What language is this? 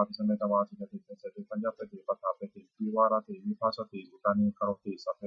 Pali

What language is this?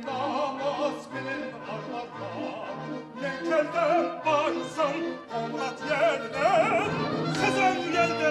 Kara-Kalpak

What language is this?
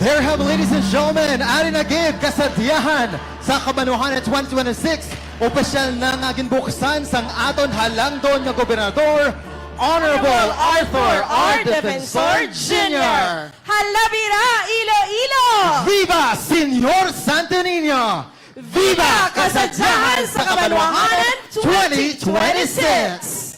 Hiligaynon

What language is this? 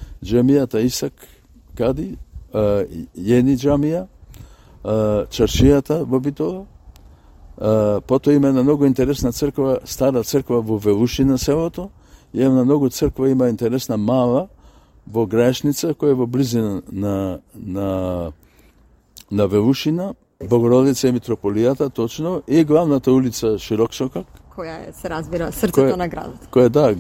Macedonian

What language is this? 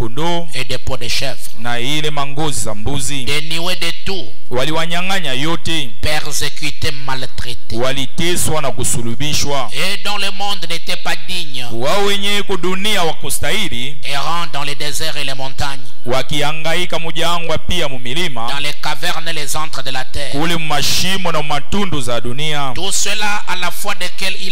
Swahili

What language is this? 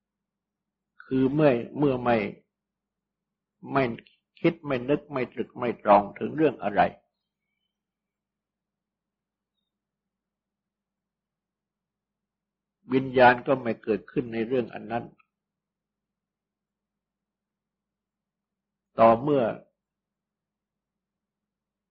Thai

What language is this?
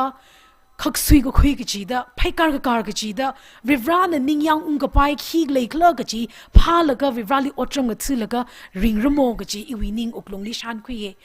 Tangkhul Naga (India)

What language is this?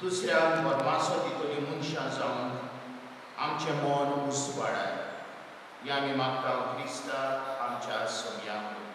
Konkani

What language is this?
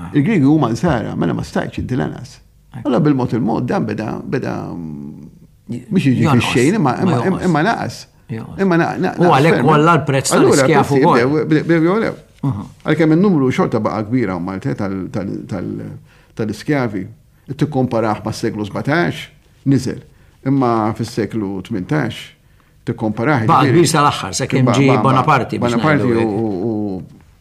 Maltese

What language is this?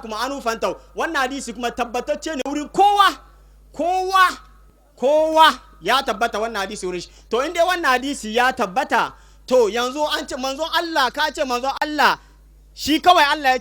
Hausa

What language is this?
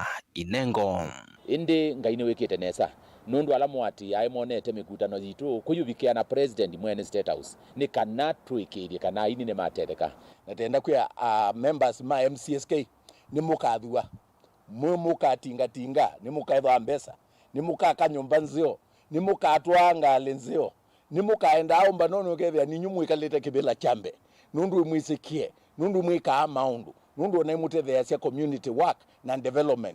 Kamba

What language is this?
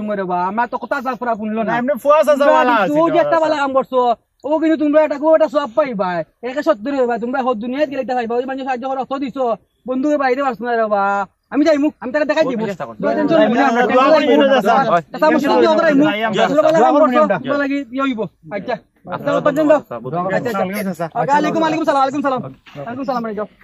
Sylheti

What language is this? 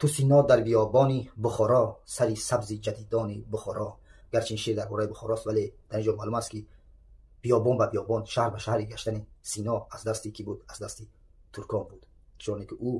Tajik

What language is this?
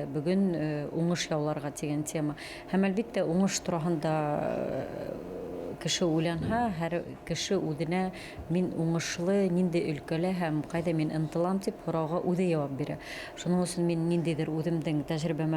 Bashkir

